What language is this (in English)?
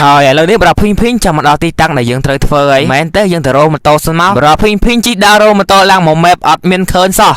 Khmer